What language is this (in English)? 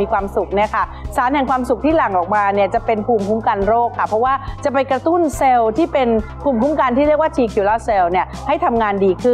Thai